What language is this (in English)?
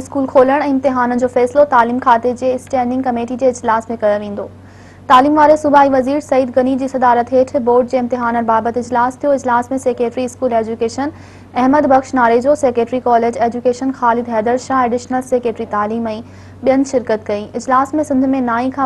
Sindhi